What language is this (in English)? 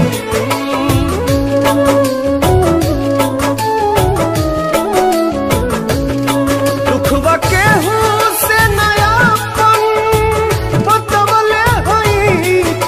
Bhojpuri